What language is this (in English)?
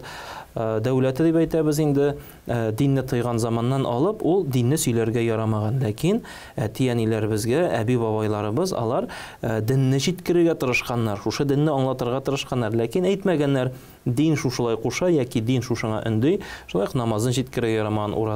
Tatar